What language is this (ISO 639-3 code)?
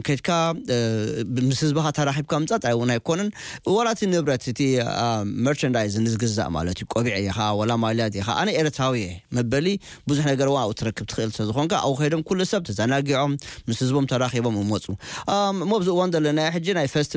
tir